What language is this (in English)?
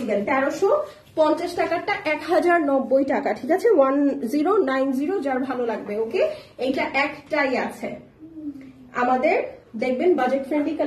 Bangla